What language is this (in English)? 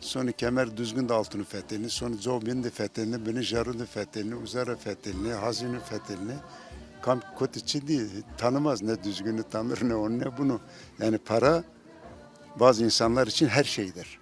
Zaza